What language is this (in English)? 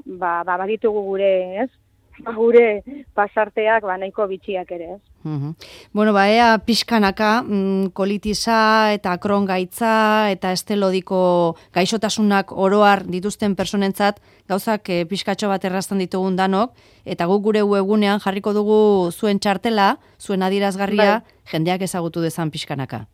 Basque